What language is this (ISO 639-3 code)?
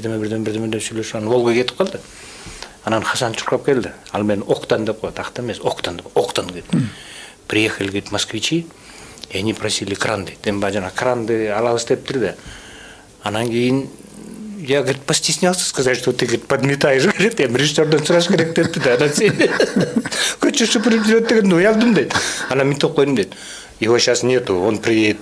kir